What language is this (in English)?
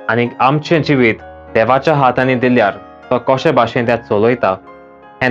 Konkani